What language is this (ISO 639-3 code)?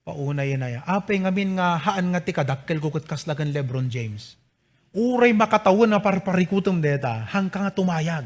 ilo